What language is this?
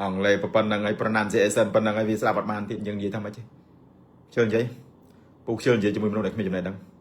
Khmer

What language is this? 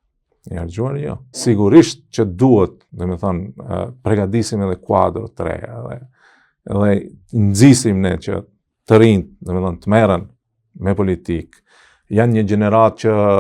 Albanian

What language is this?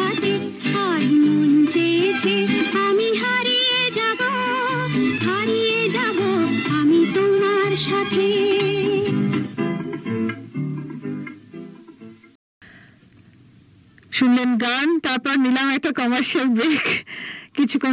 Bangla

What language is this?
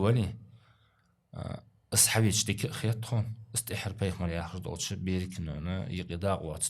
Ingush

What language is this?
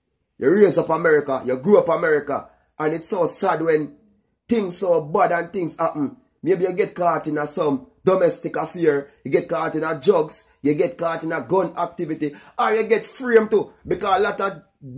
Jamaican Creole English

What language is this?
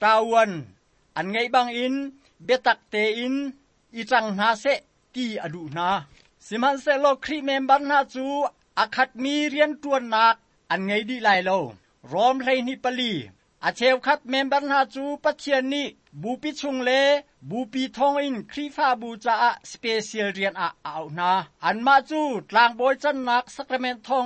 Hakha Chin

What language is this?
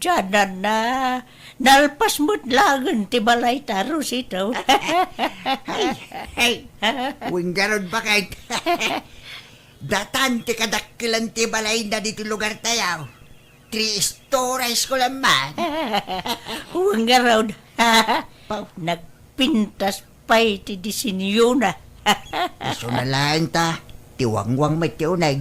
Iloko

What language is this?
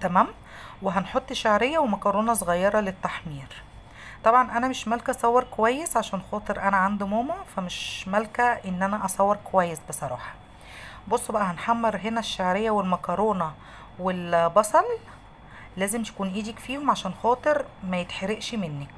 Egyptian Arabic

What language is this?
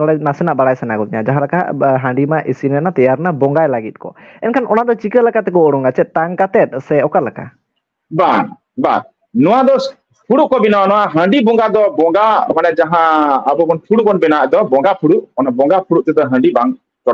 Santali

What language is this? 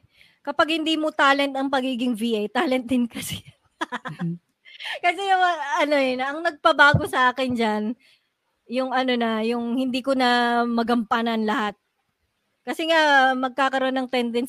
Filipino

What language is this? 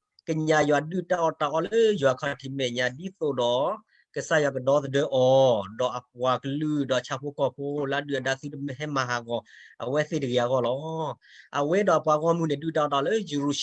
S'gaw Karen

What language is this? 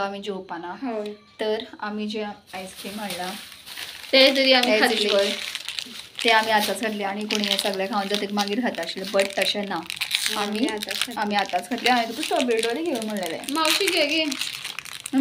Konkani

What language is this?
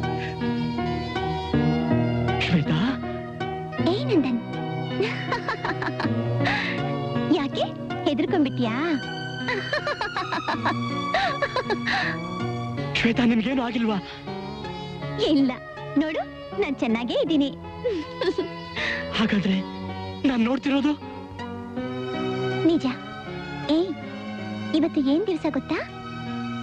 Kannada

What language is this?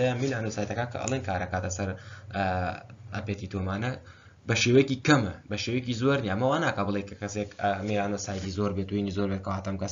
Central Kurdish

